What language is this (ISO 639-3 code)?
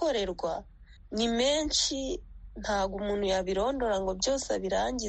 kin